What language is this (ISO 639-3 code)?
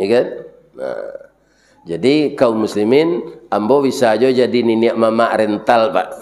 min